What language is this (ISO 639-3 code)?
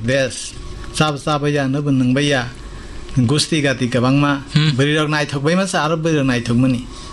trp